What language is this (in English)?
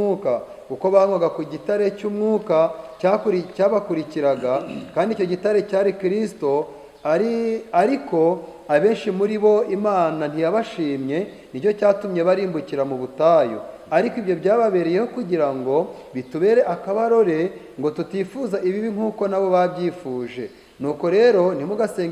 Kinyarwanda